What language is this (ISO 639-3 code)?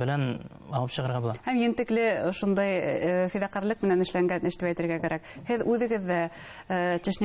bak